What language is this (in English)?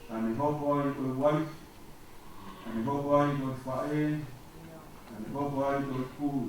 Tongan